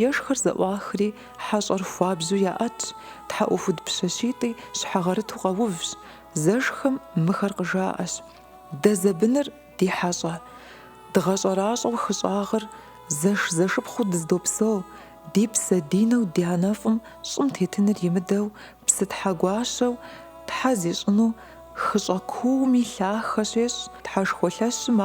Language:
Kabardian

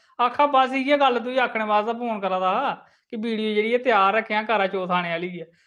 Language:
Dogri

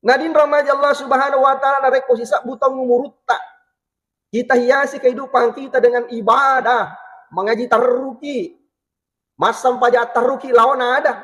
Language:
Buginese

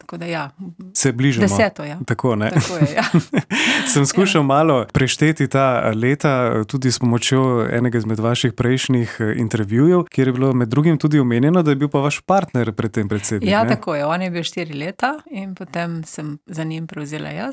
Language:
Slovenian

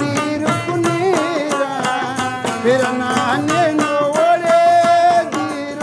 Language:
Brahui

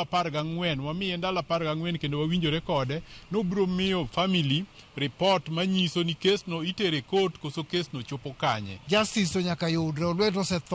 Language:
Luo (Kenya and Tanzania)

